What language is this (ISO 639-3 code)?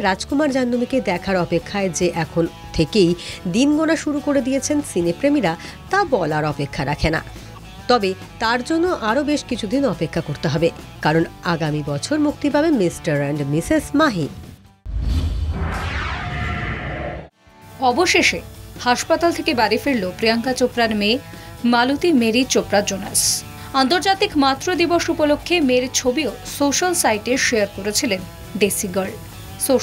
ben